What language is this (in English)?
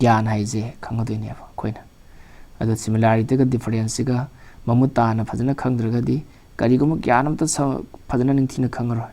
Manipuri